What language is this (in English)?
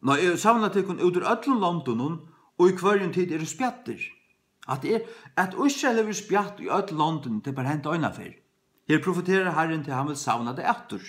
Faroese